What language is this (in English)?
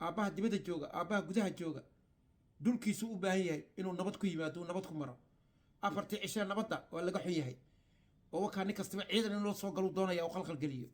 Somali